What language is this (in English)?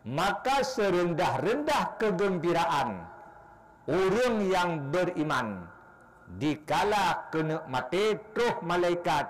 Achinese